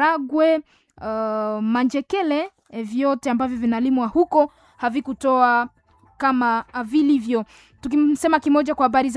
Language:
Swahili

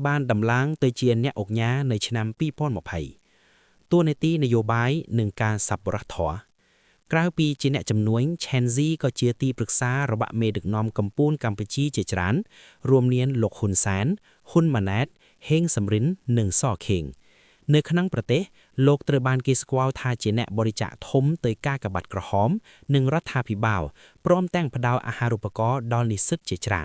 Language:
Khmer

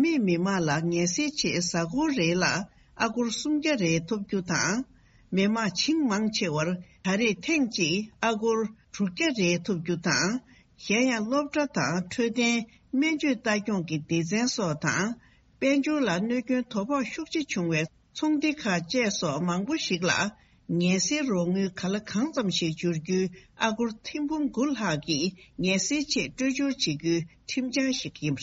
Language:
Tibetan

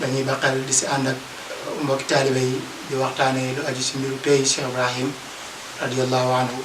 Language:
Wolof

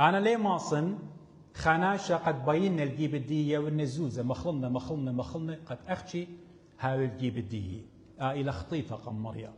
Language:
Assyrian Neo-Aramaic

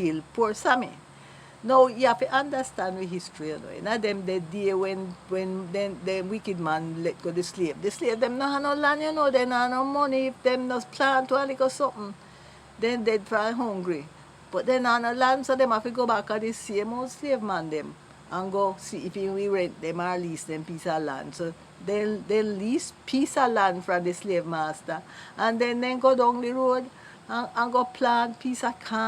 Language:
Jamaican Creole English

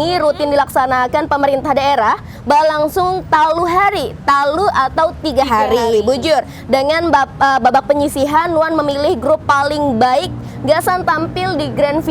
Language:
Banjar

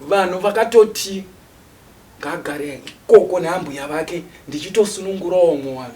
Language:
Shona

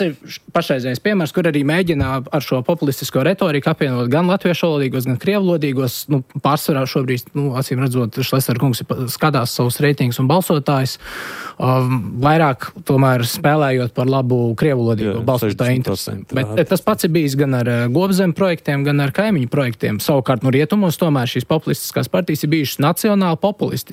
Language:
Latvian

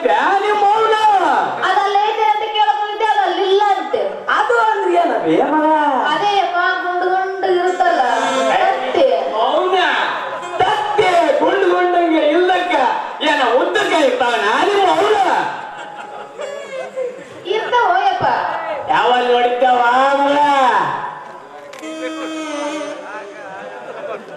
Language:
Kannada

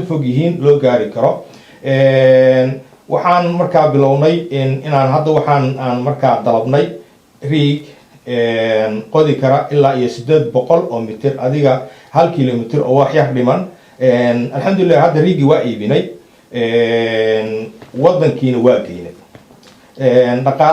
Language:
Somali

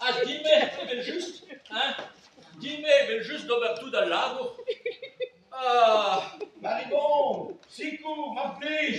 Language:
Breton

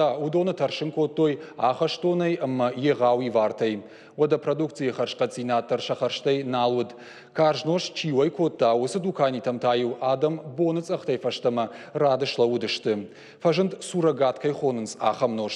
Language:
Ossetic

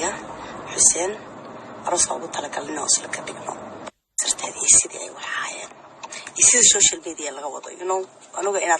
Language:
Somali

